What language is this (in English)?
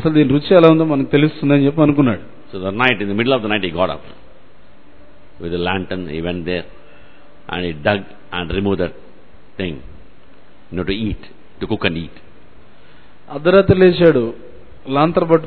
Telugu